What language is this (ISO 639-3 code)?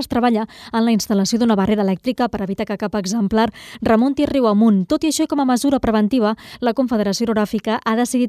cat